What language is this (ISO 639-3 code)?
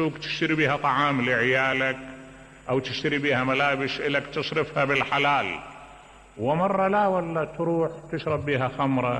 acm